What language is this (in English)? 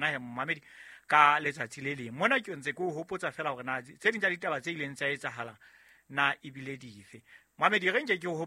Southern Sotho